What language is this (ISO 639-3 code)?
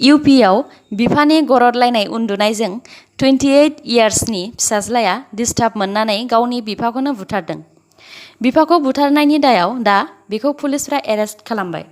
brx